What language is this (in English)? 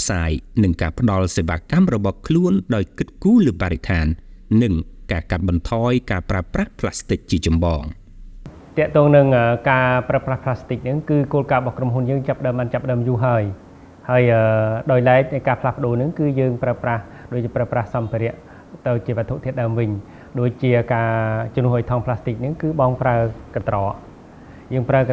Khmer